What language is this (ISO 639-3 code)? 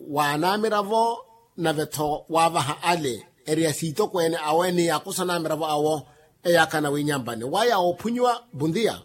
vmw